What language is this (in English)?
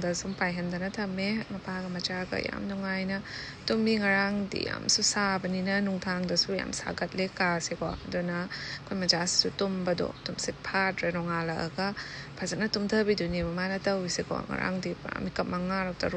Manipuri